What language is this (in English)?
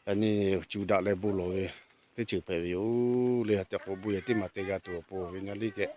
Lahu